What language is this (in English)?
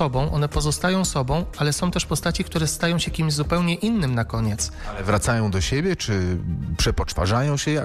Polish